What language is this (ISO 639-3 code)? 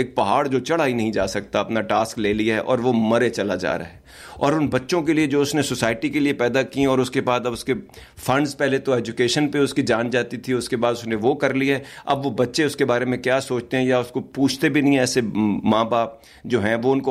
urd